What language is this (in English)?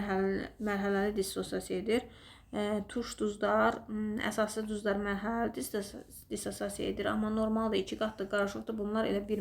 Azerbaijani